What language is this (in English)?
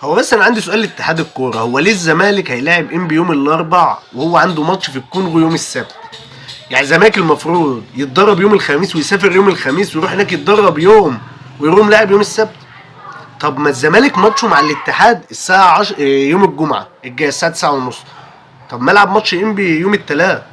Egyptian Arabic